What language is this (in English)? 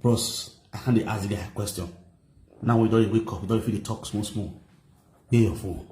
Nigerian Pidgin